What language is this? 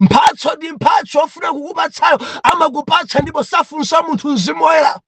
Nyanja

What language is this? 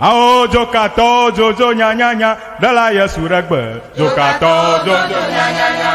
Ewe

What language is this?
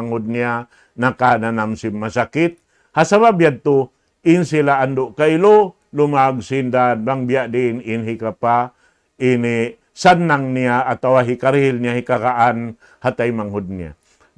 Tausug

